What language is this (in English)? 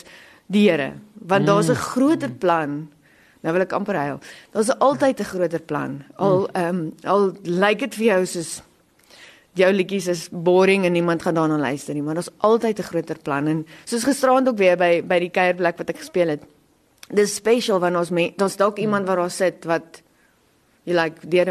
Afrikaans